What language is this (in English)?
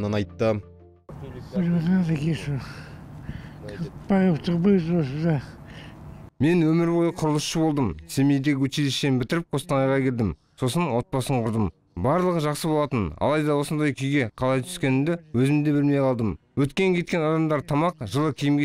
Kazakh